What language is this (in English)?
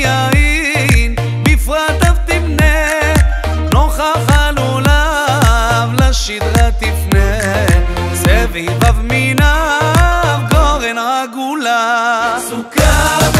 Hebrew